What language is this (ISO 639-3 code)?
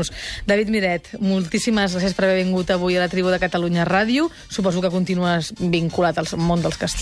cat